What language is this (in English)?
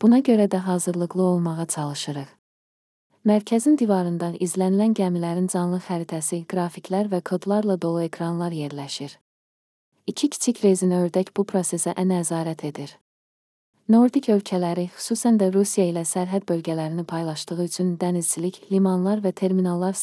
Azerbaijani